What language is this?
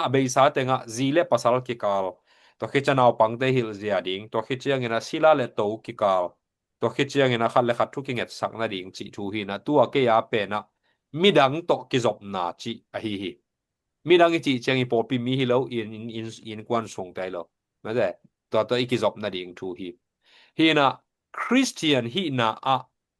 Tedim Chin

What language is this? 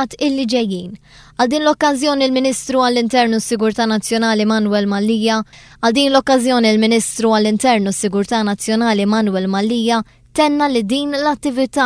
Maltese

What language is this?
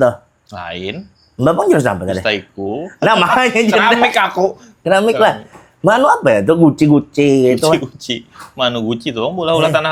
Banjar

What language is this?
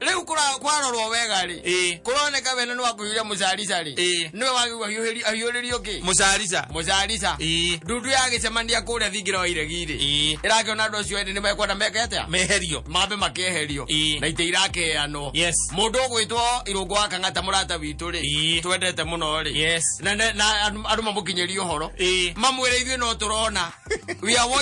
Kikuyu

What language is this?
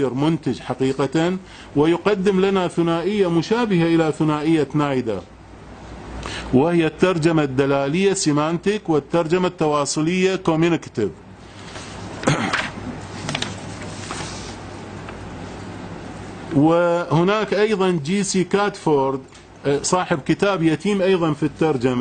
Arabic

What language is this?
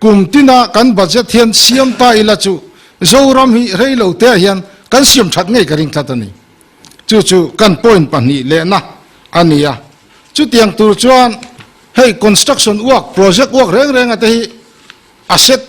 Mizo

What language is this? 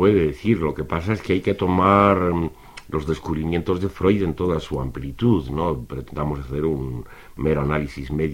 Spanish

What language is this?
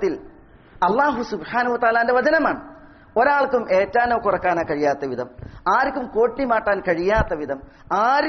Malayalam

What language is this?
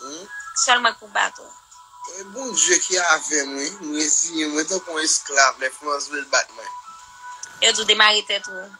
Haitian Creole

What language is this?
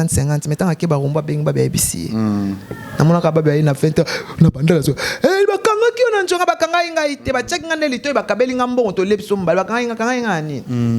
Lingala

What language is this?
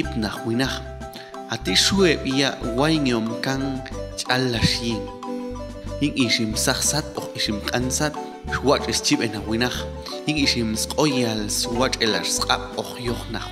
Popti'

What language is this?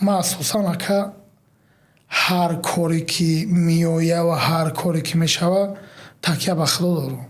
Tajik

